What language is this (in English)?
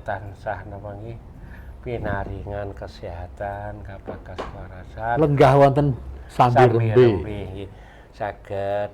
Javanese